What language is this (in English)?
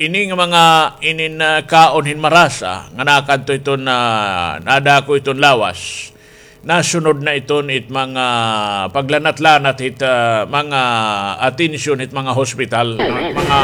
Waray